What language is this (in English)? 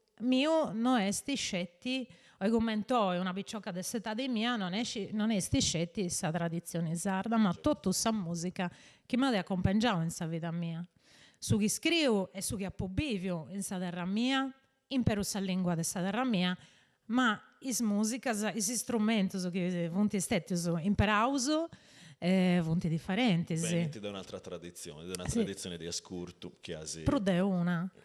Sardinian